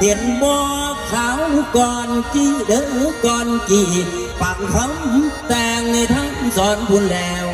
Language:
Northeastern Thai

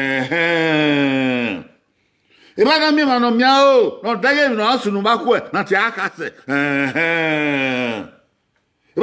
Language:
Bini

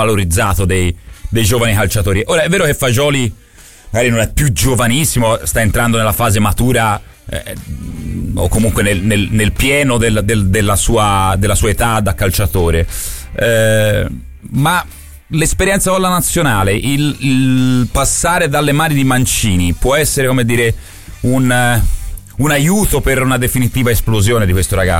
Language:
Italian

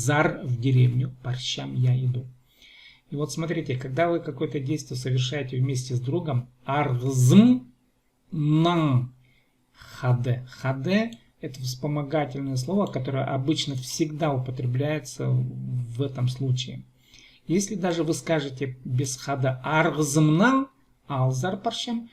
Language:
Khakas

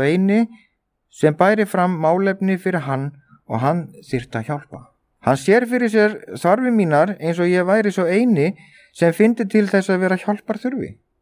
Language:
Icelandic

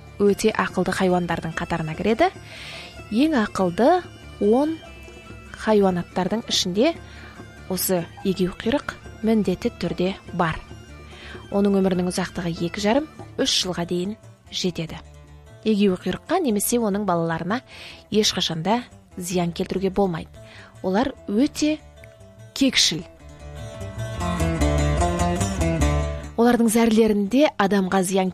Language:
Kazakh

